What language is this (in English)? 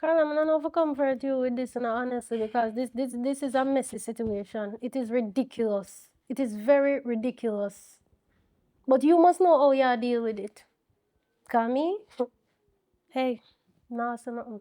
Jamaican Creole English